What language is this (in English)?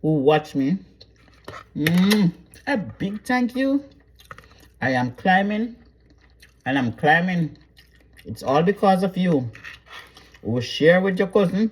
Jamaican Creole English